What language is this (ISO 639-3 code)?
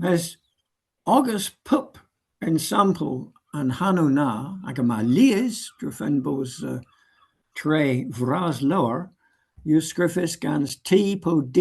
cor